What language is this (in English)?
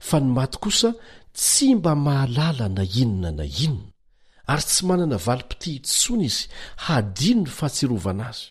Malagasy